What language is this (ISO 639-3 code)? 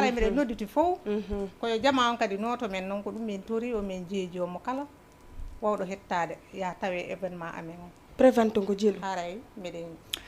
ful